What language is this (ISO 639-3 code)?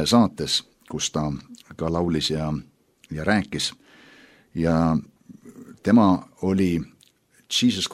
est